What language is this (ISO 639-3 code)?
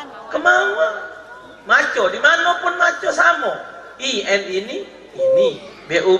mui